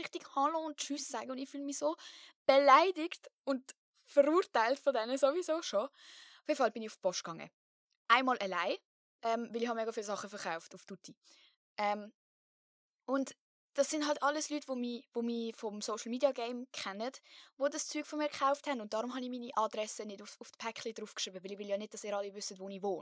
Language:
Swiss German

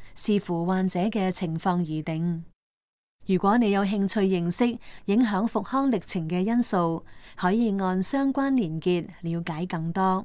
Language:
Cantonese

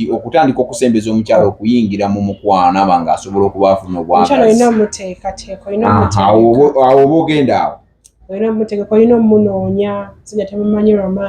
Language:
Ganda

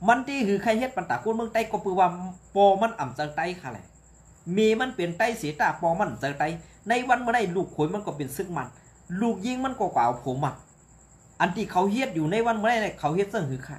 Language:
Shan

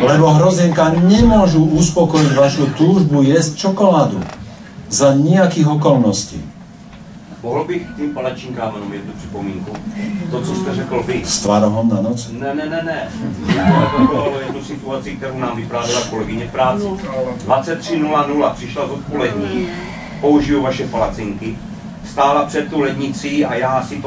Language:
Slovak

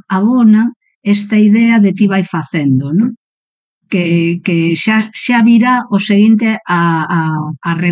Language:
Galician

